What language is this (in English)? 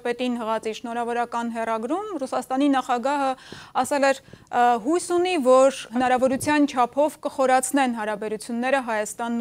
Armenian